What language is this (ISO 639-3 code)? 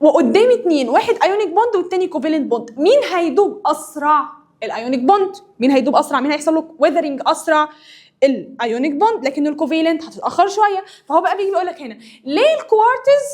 arz